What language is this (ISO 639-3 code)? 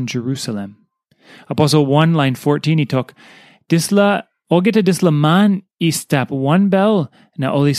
tpi